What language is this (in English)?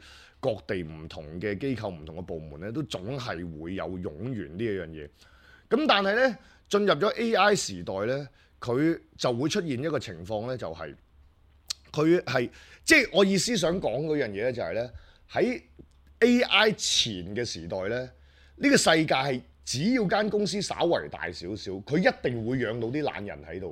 Cantonese